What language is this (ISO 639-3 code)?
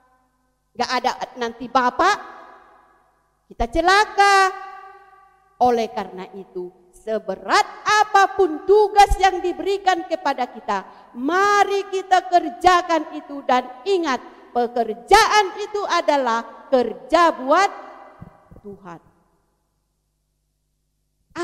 ind